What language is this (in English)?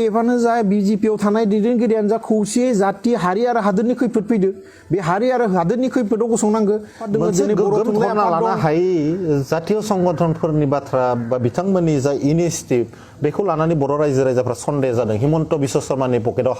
Bodo